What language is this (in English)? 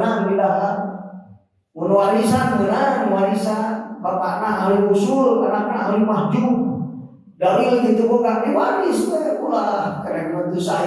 Sundanese